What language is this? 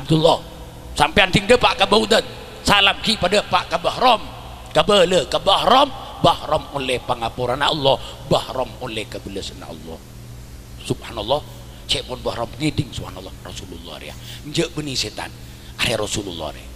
Madurese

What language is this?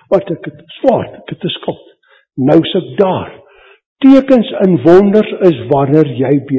Afrikaans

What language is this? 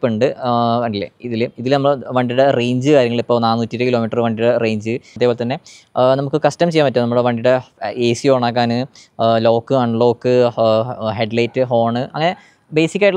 Malayalam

